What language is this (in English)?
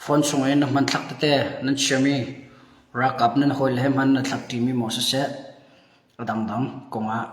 Hakha Chin